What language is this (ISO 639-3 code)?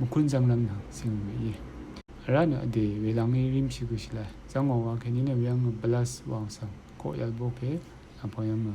raw